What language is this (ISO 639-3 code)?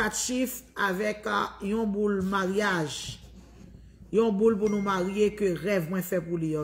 hat